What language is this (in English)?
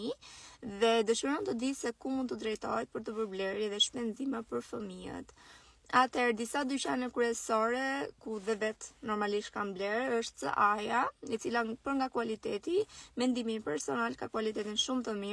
Albanian